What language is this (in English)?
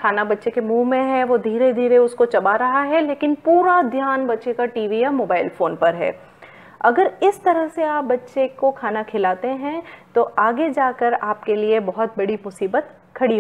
Hindi